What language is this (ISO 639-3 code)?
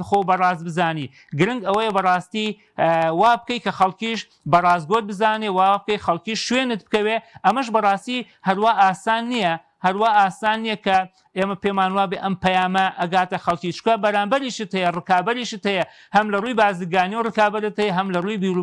ckb